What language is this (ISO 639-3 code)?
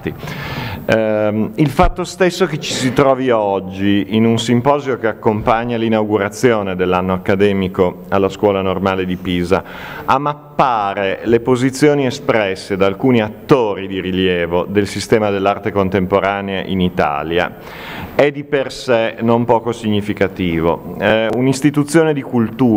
ita